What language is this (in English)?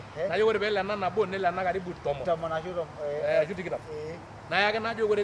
Masai